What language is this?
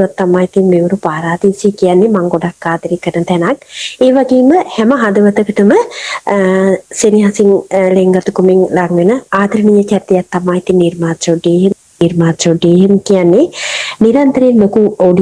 Sinhala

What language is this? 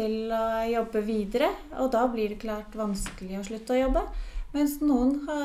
Norwegian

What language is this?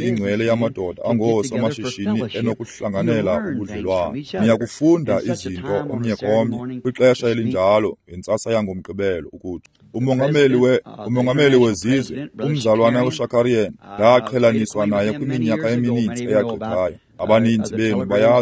Xhosa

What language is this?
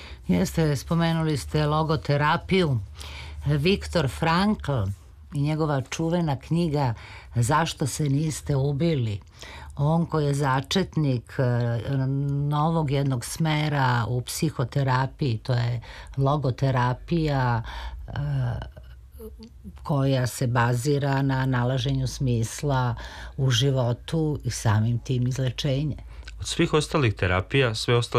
Serbian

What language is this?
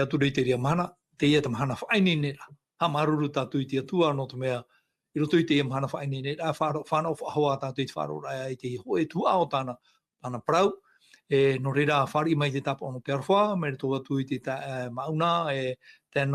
Tahitian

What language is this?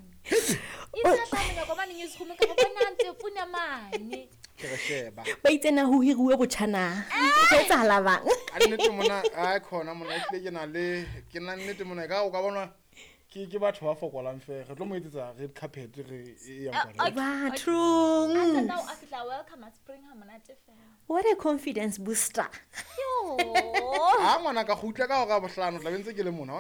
Southern Sotho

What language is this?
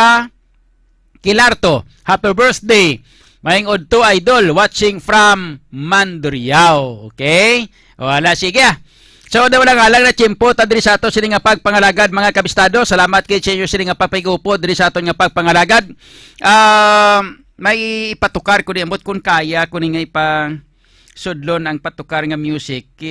Hiligaynon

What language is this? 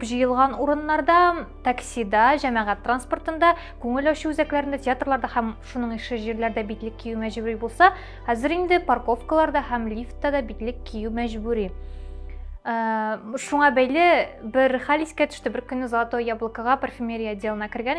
Tatar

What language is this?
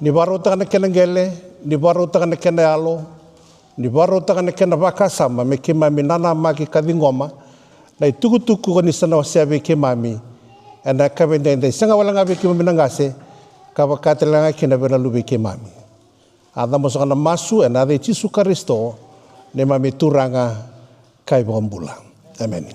Fijian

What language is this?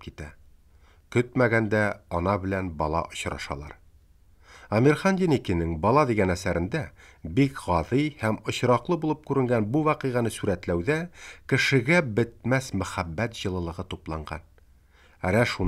Tatar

